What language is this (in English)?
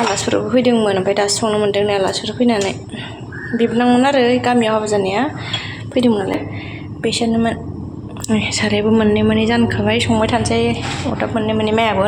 Bodo